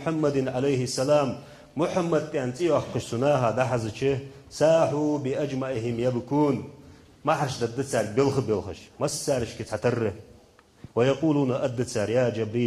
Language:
Ingush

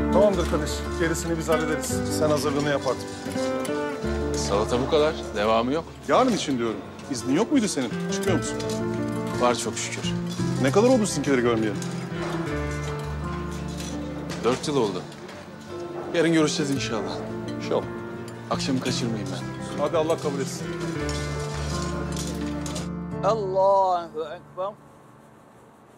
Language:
Turkish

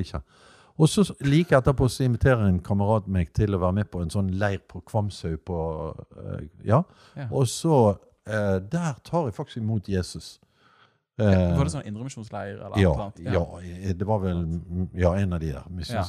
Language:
Norwegian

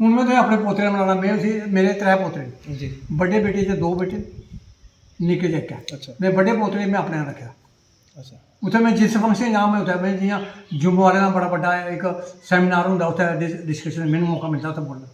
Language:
Dogri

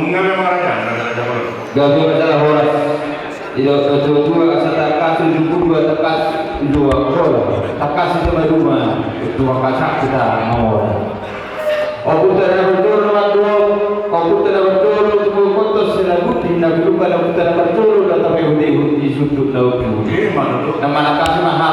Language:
Batak Toba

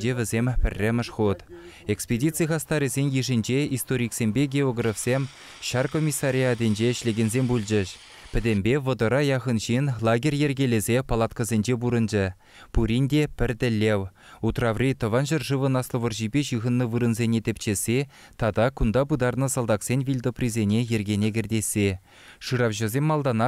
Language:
Chuvash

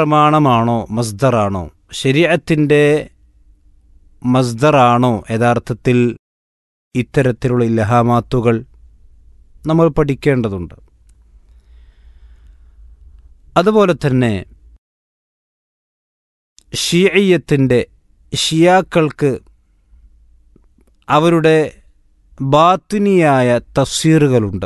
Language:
Malayalam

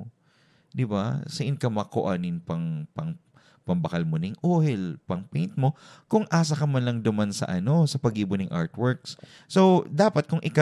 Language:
Bikol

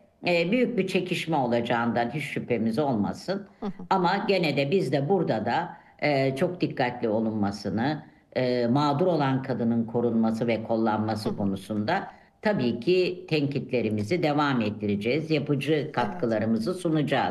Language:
Turkish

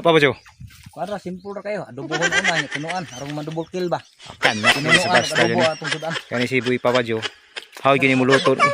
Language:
Cebuano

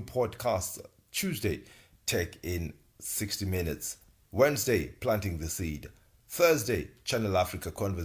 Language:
English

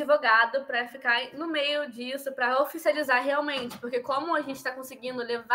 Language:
Portuguese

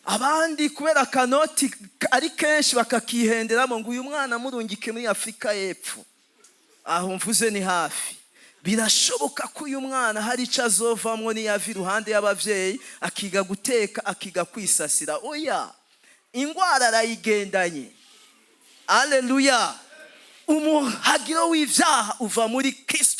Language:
Rundi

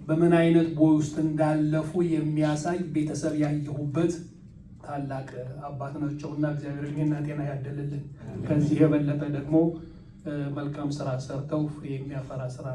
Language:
Amharic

